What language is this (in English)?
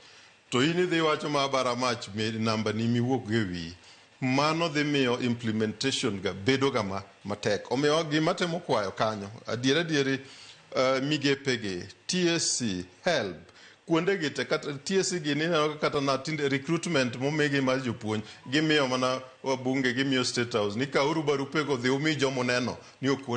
Luo (Kenya and Tanzania)